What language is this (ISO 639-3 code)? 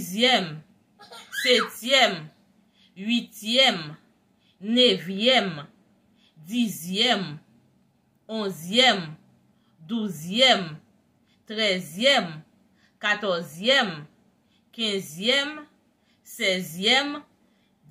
hat